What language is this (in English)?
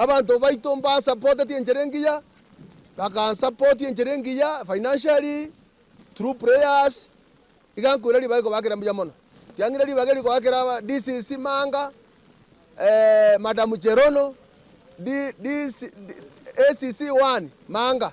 Gusii